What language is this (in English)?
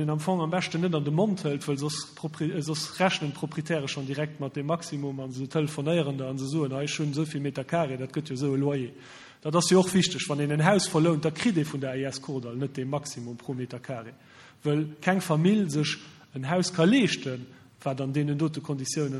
Luxembourgish